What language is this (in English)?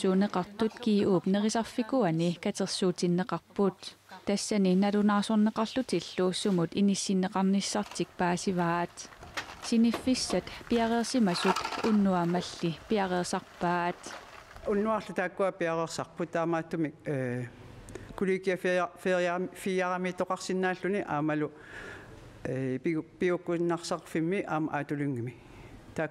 Kalaallisut